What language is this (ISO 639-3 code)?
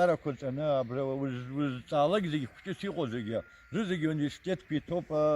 abk